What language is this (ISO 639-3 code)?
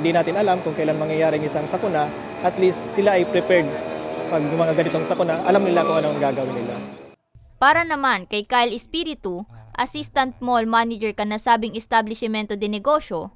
bik